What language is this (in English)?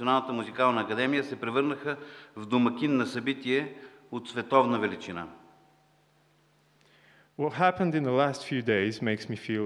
Bulgarian